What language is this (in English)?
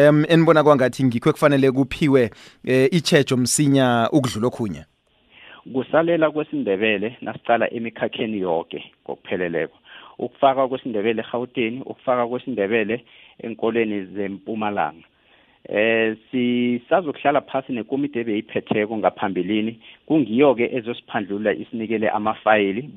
South Ndebele